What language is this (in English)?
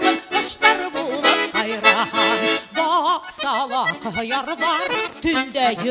Bashkir